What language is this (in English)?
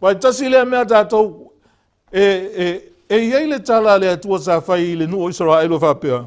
Samoan